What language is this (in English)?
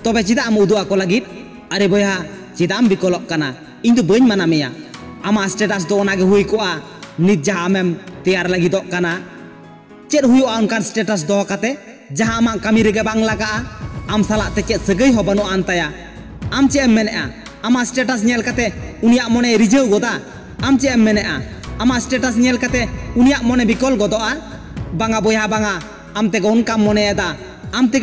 Santali